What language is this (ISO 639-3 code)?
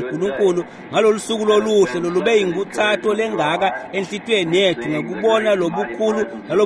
ssw